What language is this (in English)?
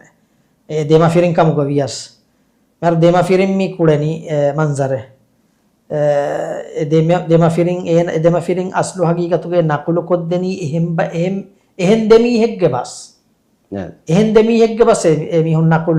Divehi